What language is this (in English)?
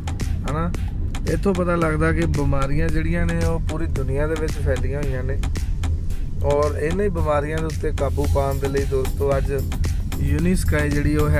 Punjabi